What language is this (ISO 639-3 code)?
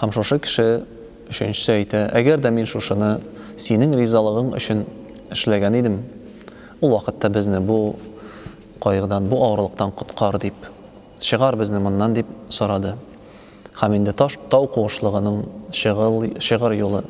tat